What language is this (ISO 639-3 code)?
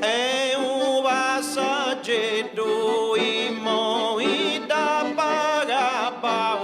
srd